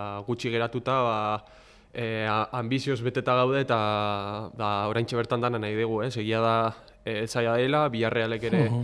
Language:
Basque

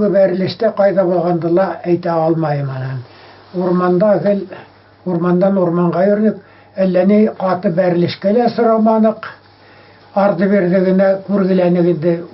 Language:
Bashkir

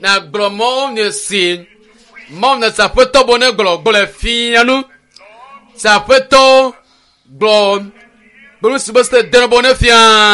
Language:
Ewe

